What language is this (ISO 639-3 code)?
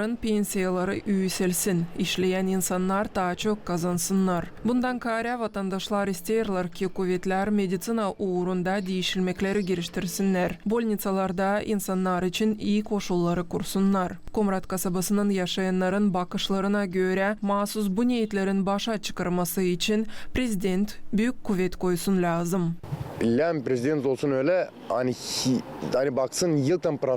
gag